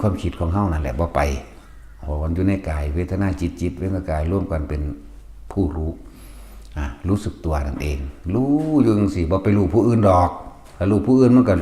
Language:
Northeastern Thai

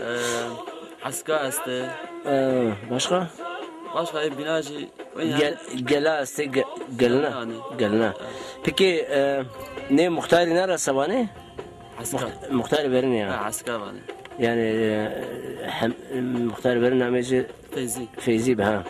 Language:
Zaza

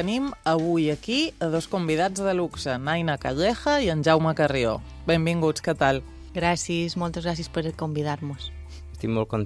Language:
Catalan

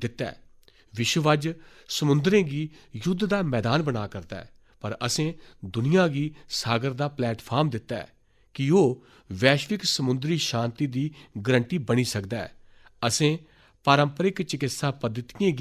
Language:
Dogri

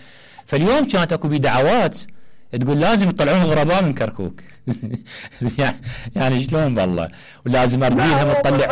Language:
Mesopotamian Arabic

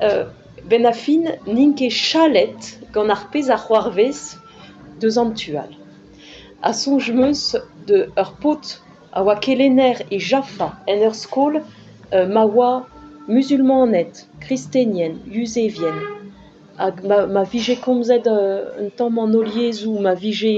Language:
Breton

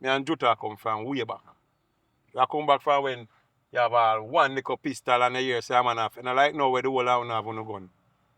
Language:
Jamaican Creole English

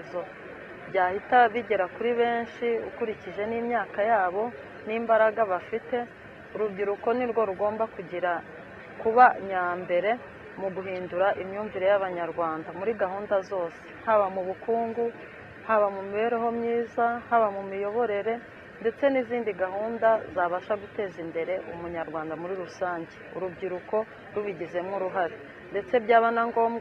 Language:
Kinyarwanda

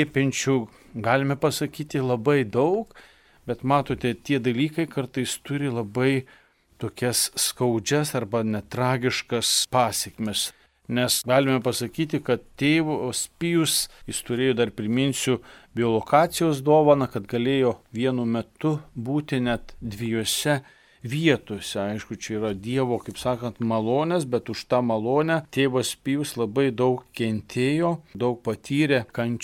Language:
Lithuanian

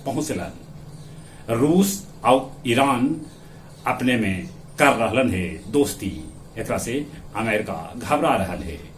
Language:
Magahi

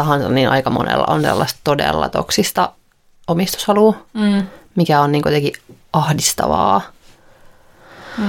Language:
Finnish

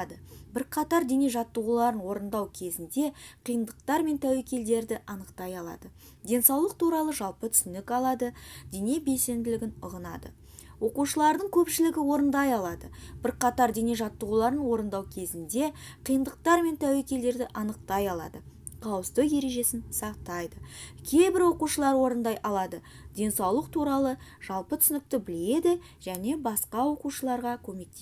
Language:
Kazakh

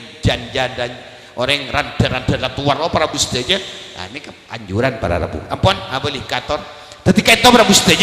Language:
Madurese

